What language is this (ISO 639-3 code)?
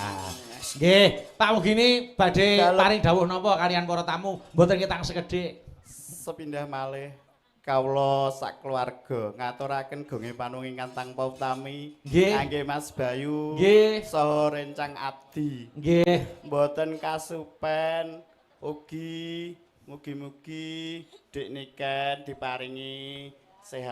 jav